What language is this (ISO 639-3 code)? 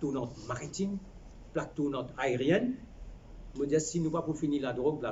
mfe